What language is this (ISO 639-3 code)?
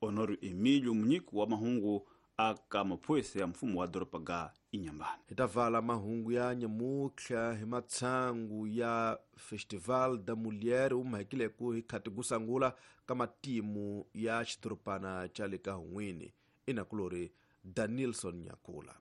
tso